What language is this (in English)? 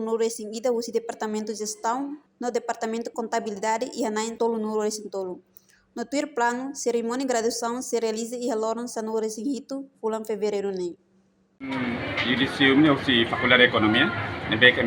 Tetum